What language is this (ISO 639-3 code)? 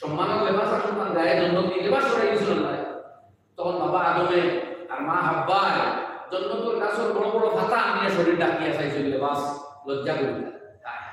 syl